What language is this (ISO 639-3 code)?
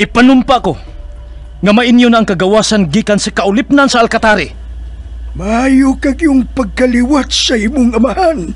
ceb